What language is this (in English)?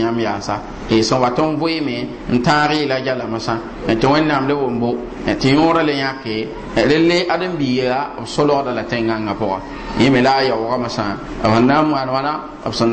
Mossi